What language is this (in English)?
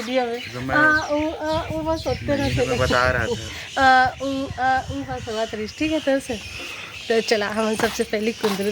Chhattisgarhi